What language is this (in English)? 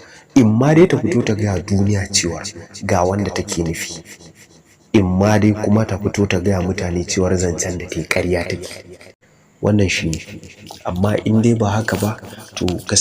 Hausa